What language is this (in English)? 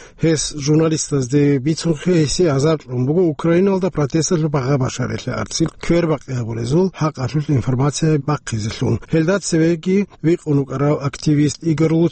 Avaric